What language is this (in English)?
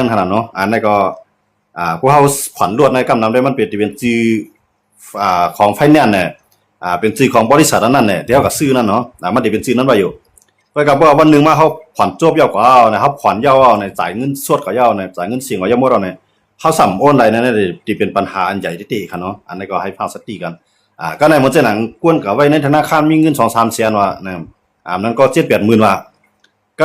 Shan